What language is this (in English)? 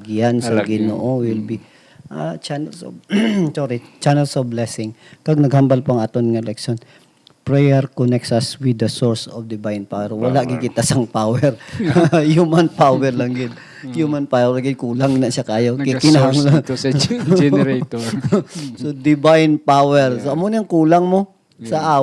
Hiligaynon